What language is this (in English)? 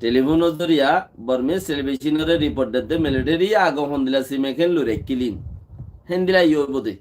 Rohingya